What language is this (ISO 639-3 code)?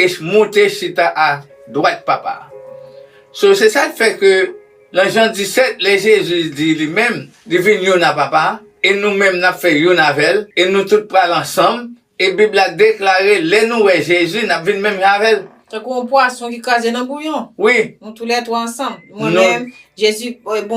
hat